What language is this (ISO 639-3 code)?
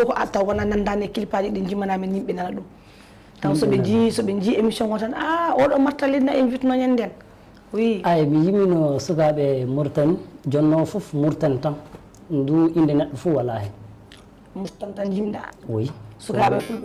ful